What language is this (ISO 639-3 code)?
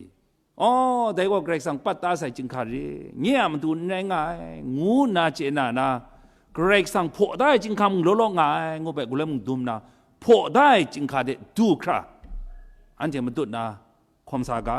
kac